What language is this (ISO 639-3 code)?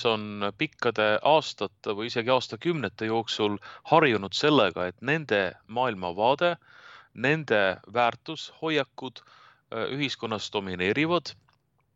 est